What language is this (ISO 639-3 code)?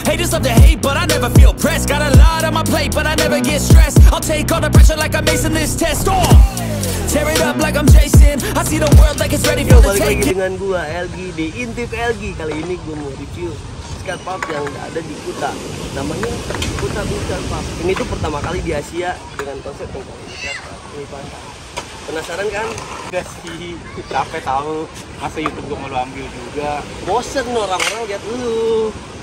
ind